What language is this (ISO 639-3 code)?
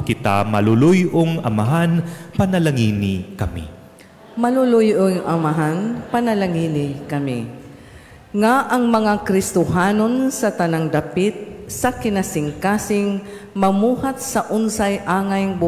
ceb